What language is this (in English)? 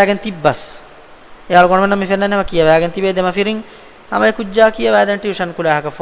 Divehi